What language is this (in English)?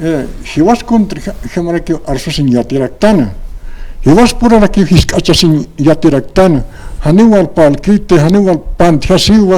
Aymara